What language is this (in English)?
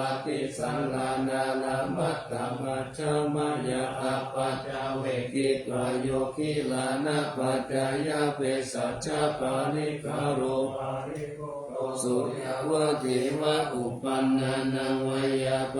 Pali